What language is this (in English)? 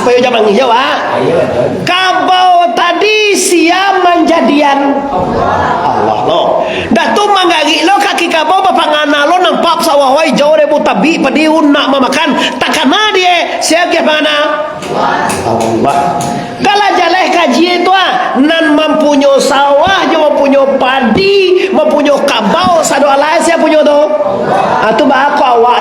Minangkabau